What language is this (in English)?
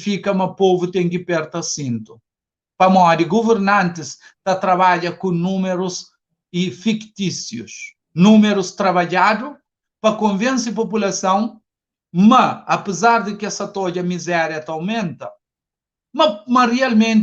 Kabuverdianu